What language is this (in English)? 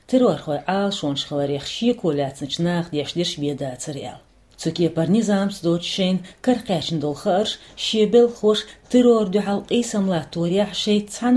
Chechen